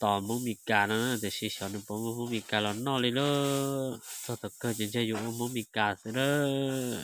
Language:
Hmong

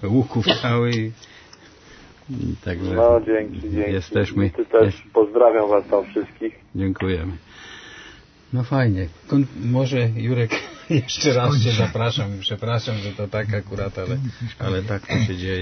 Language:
Polish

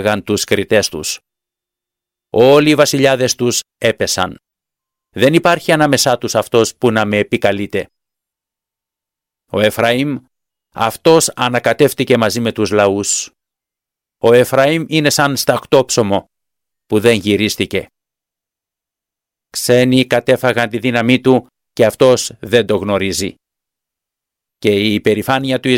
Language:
Greek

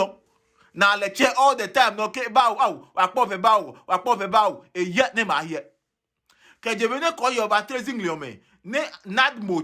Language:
Adangme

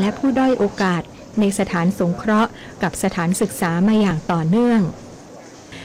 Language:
Thai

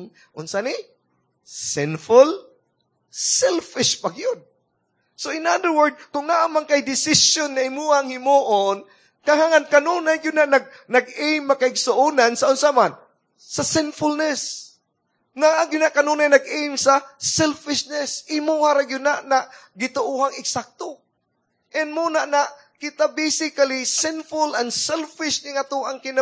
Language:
Cebuano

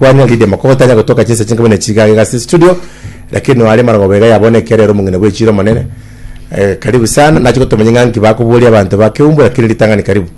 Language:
Gusii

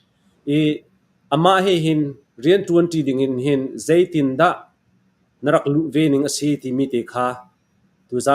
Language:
Falam Chin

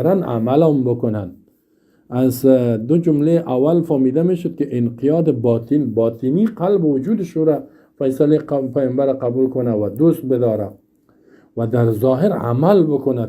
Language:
Persian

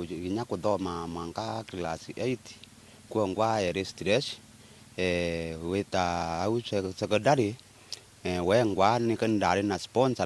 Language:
Meru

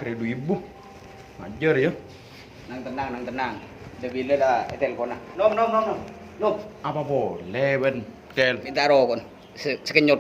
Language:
Madurese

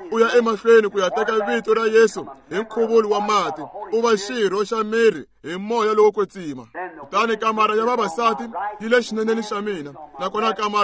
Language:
Tsonga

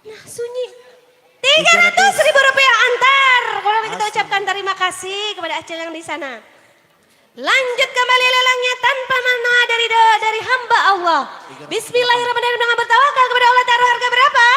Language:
Banjar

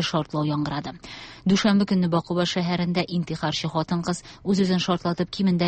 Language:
Tatar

